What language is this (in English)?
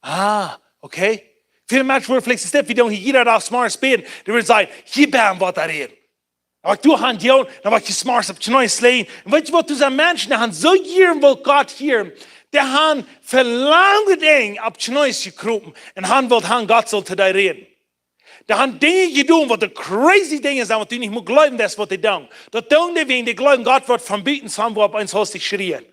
Plautdietsch